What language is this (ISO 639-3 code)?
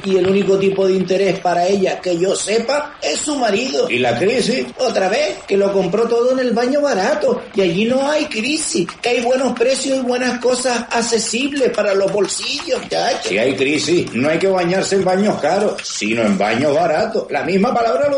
spa